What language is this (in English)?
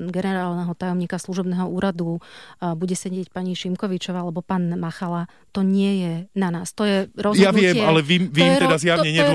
Slovak